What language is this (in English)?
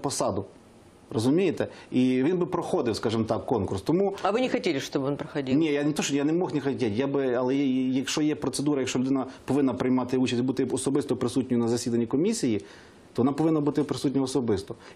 Ukrainian